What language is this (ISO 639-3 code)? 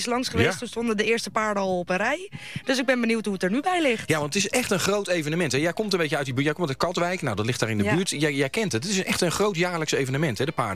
nld